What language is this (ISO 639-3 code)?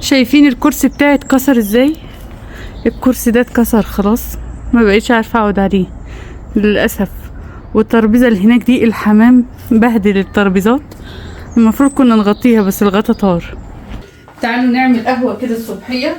arz